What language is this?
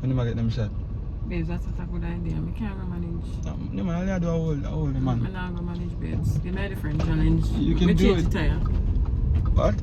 Jamaican Creole English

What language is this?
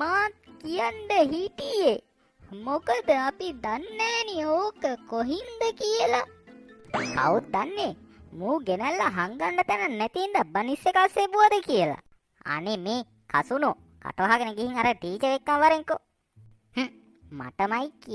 Sinhala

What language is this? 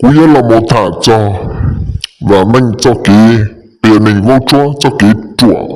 Hmong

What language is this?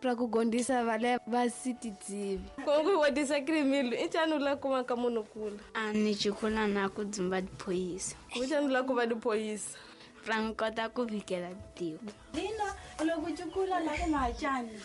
Tsonga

